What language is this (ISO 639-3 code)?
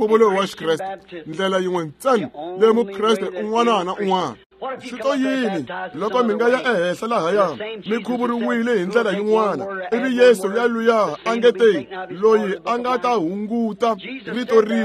tso